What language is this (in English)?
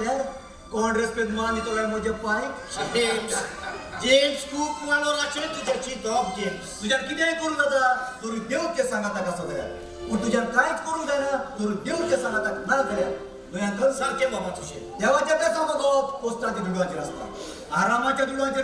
Konkani